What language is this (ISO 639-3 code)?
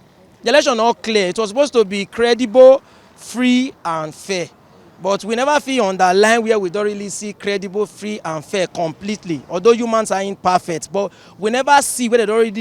pcm